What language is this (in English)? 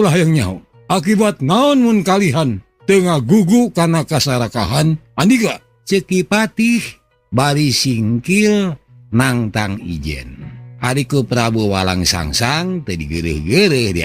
Sundanese